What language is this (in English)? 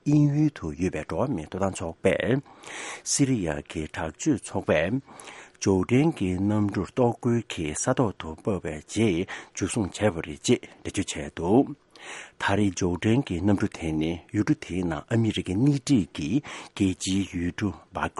Tibetan